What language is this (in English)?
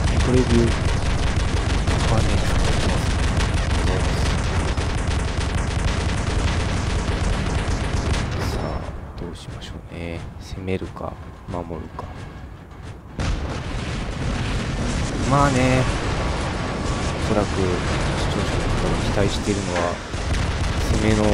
Japanese